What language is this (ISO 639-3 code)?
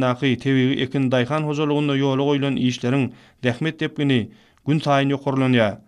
tuk